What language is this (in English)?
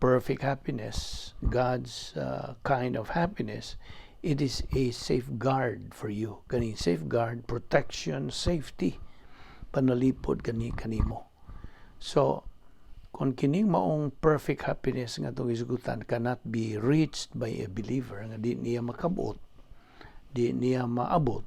Cebuano